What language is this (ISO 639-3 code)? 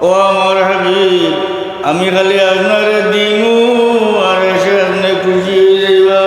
syl